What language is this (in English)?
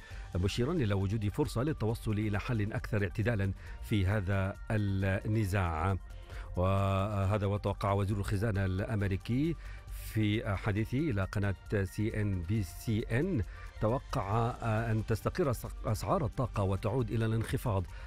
Arabic